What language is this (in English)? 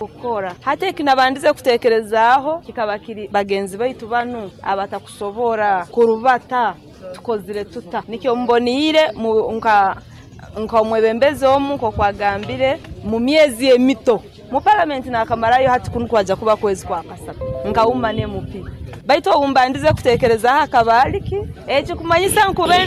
Nyoro